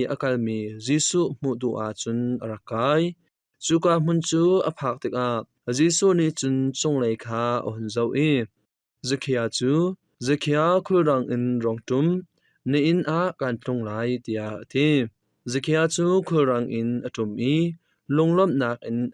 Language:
Hakha Chin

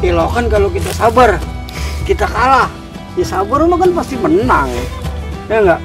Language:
Betawi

